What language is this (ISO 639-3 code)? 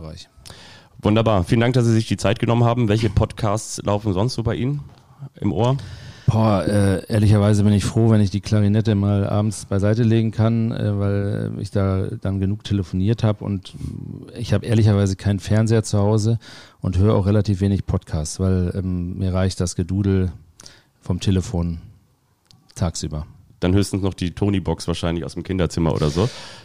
deu